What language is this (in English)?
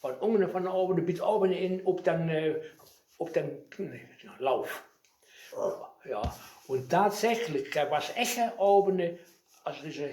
Westphalien